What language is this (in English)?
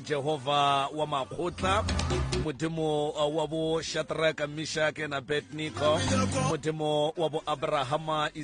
Northern Sotho